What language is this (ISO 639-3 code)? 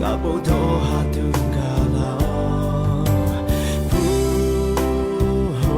lhu